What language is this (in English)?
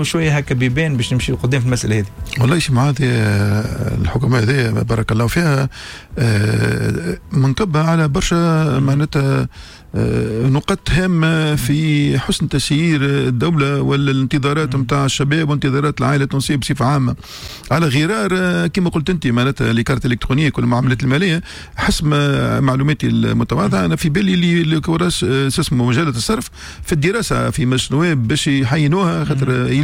Tunisian Arabic